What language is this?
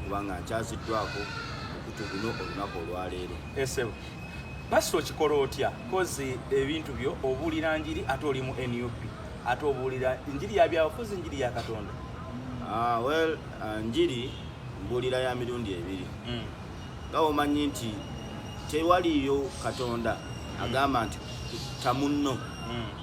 Ganda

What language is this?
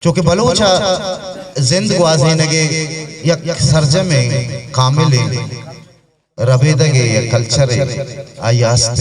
Eastern Balochi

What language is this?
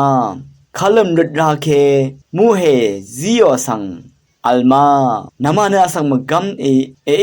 Rawang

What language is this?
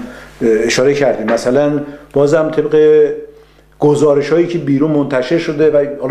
Persian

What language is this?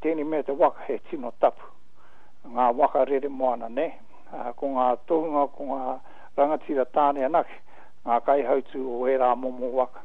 Māori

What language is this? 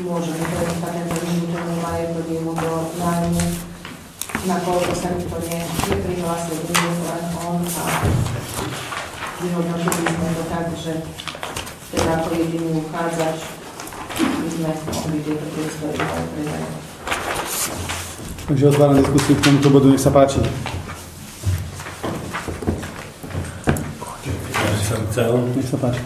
Slovak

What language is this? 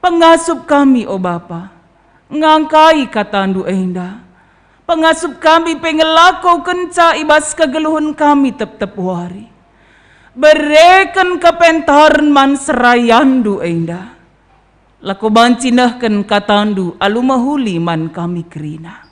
Batak Karo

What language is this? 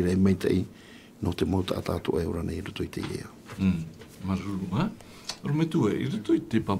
Tahitian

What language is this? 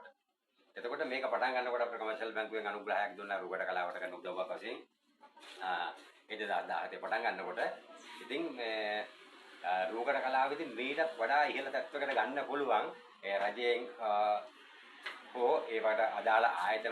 Sinhala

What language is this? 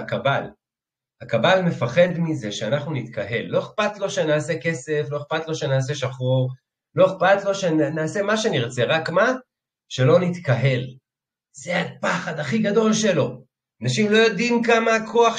Hebrew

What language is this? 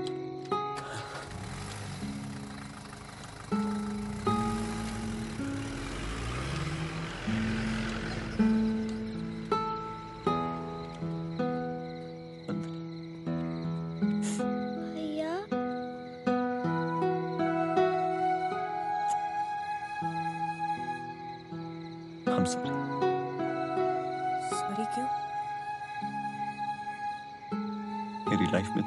Hindi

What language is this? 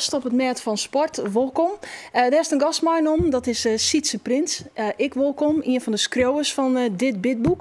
Western Frisian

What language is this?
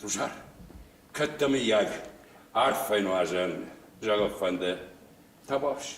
Ossetic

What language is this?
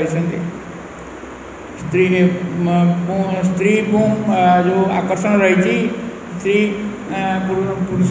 Odia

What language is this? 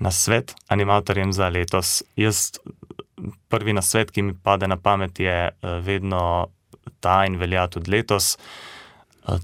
Slovenian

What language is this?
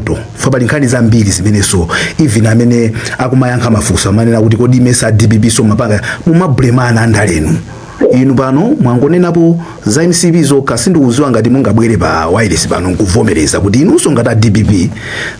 Nyanja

